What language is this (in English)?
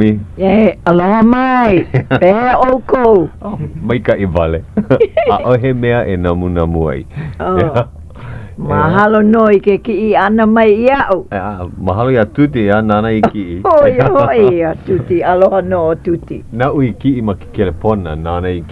Hawaiian